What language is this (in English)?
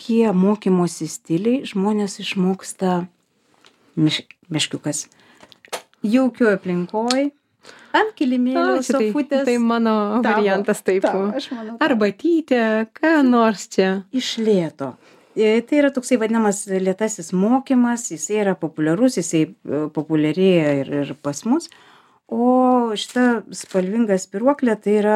Lithuanian